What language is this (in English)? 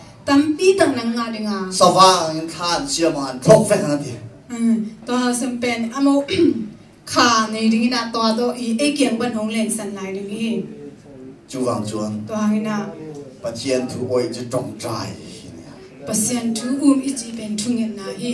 Tedim Chin